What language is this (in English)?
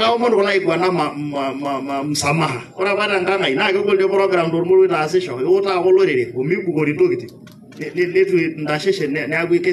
Masai